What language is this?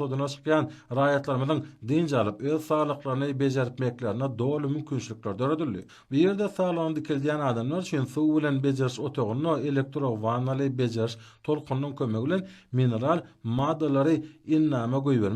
Turkmen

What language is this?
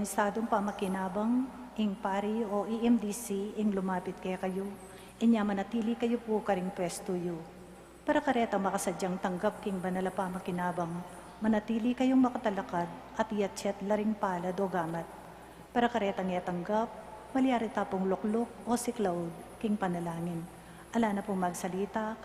Pampanga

